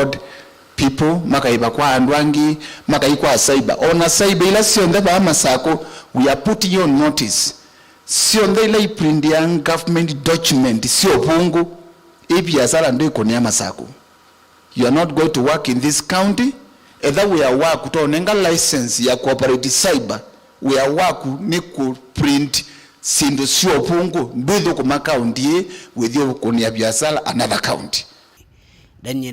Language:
Kamba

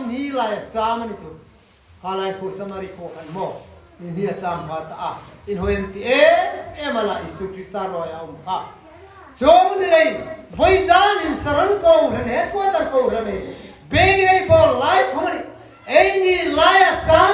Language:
Hmar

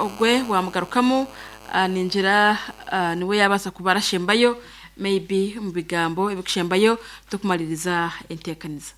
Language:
Nyankole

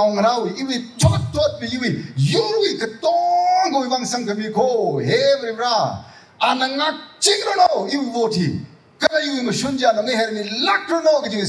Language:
Tangkhul Naga (India)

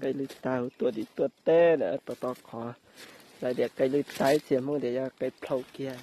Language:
Hmong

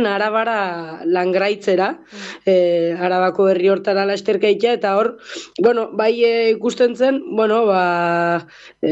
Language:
Basque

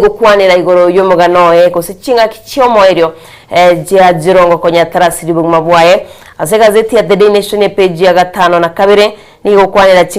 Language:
Gusii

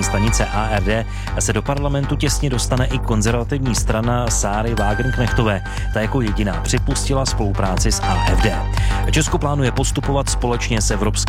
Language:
Czech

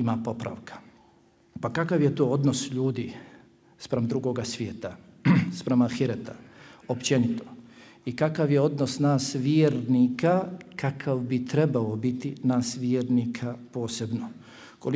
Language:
Bosnian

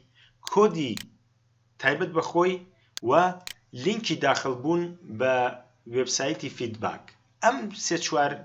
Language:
Central Kurdish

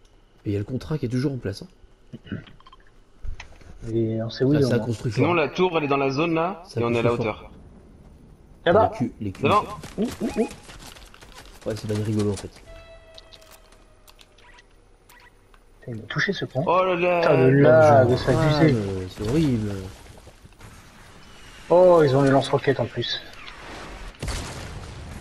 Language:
French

